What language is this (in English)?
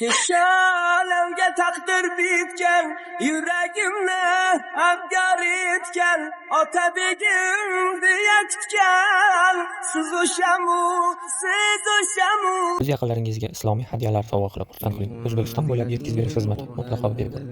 Uzbek